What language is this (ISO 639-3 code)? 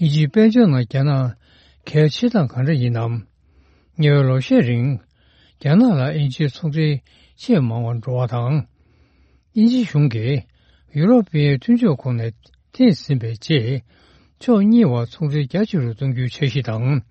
bod